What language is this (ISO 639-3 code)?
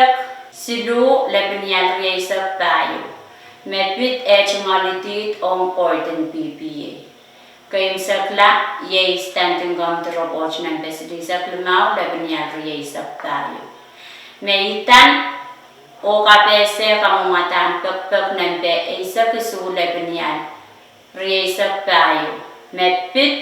pon